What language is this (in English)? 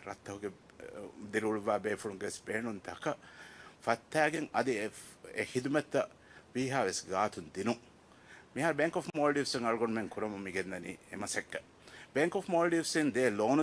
Divehi